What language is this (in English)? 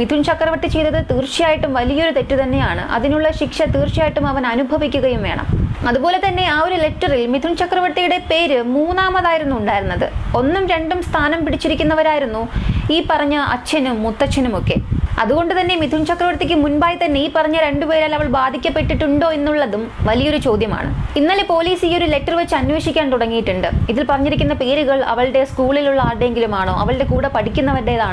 Malayalam